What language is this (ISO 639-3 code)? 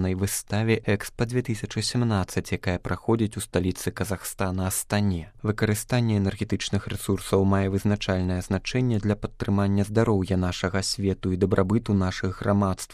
bel